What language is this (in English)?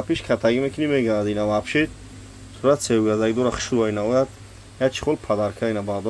Tajik